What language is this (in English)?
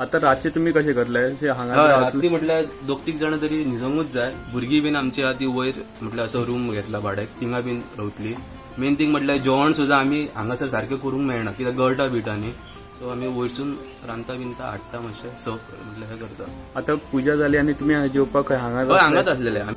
Konkani